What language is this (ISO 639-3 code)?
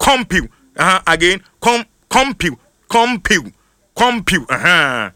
aka